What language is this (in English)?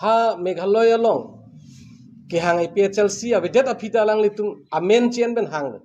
Karbi